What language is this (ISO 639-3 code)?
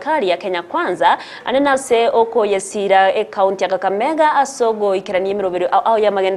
guz